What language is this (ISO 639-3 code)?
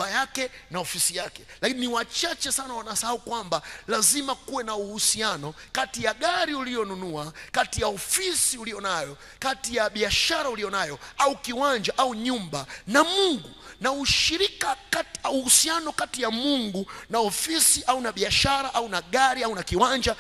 swa